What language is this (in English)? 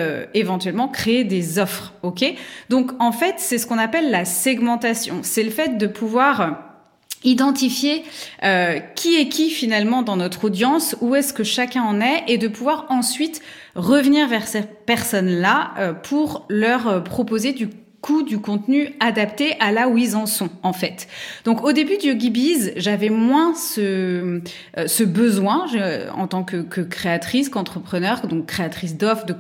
French